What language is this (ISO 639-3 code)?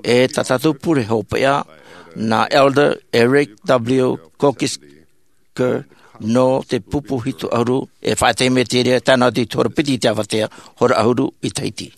tah